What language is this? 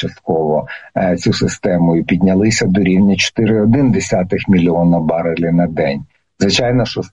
Ukrainian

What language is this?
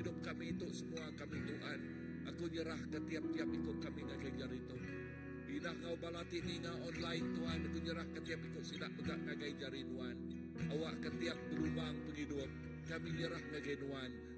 Iban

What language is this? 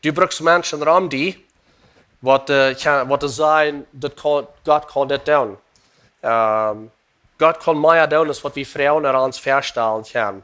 Plautdietsch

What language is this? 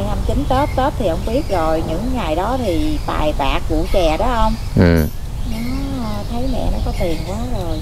Vietnamese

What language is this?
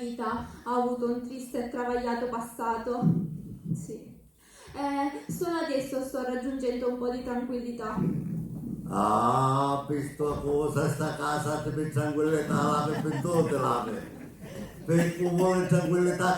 Sicilian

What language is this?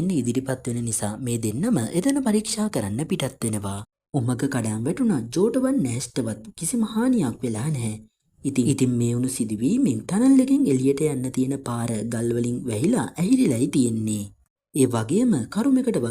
Sinhala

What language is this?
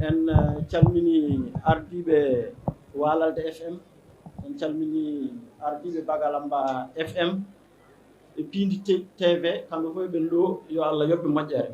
Fula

